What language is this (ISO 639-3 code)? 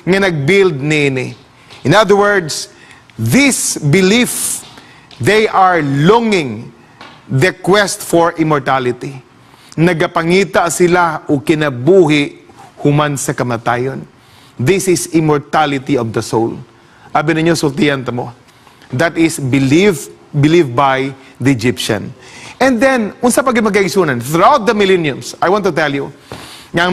ceb